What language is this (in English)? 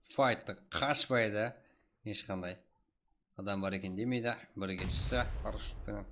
Kara-Kalpak